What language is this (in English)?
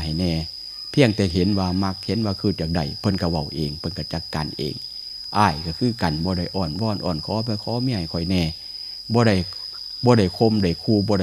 Northeastern Thai